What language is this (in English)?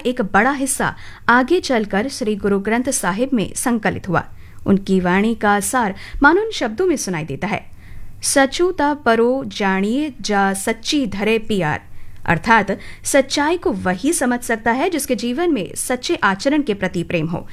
Hindi